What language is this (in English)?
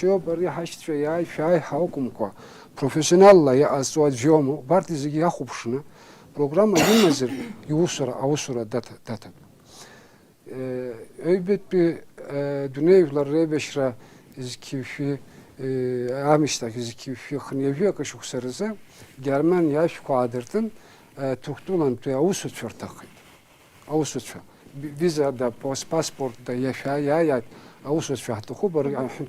Abkhazian